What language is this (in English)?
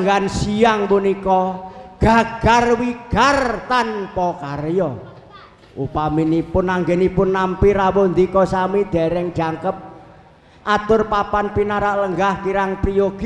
Javanese